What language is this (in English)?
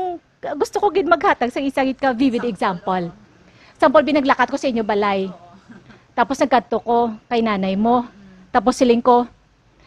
Hiligaynon